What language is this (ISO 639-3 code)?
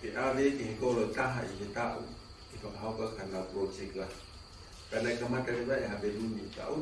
ton